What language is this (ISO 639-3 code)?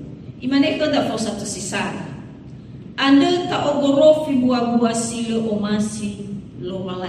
nia